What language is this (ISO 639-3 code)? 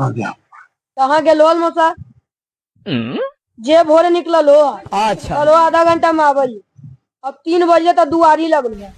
mag